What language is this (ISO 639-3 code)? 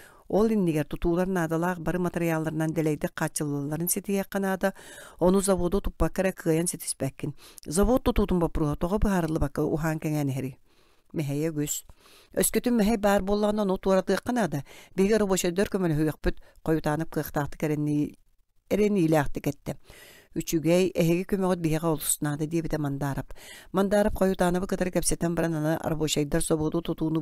sah